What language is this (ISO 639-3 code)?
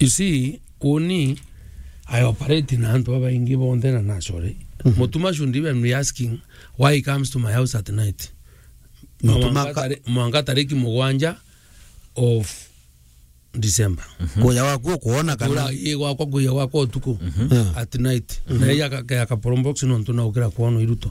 mer